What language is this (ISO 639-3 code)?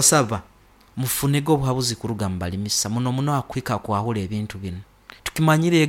nyo